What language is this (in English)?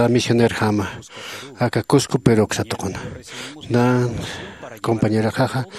Aymara